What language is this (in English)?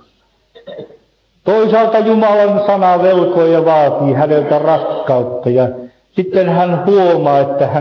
Finnish